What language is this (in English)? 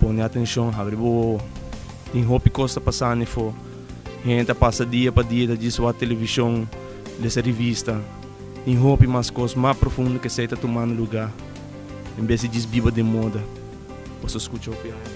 Papiamento